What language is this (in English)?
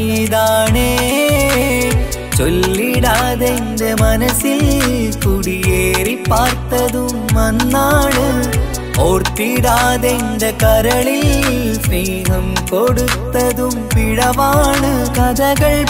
Malayalam